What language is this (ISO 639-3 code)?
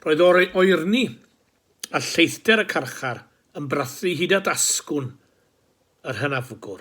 cym